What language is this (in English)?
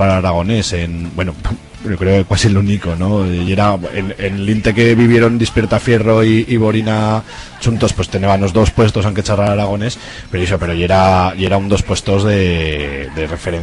Aragonese